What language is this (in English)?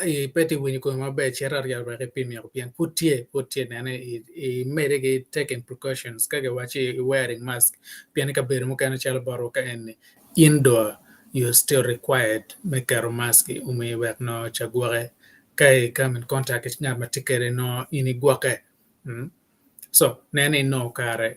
Acoli